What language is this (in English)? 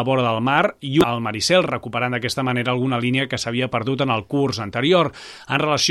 Catalan